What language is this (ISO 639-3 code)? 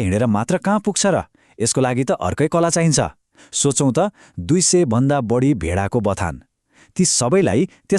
nep